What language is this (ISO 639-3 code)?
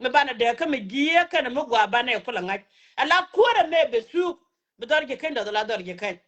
nus